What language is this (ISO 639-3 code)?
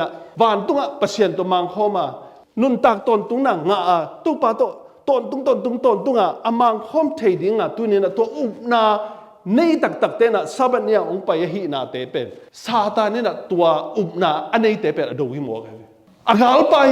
ctd